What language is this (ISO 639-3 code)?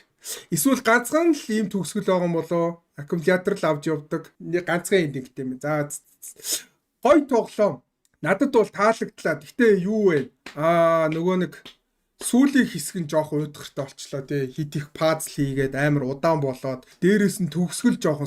mon